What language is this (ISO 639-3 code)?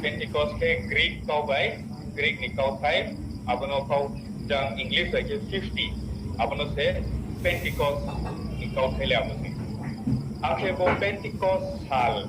ria